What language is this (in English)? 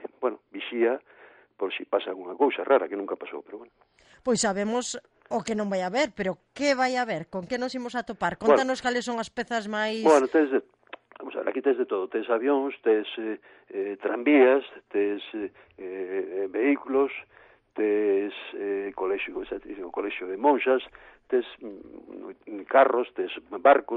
Galician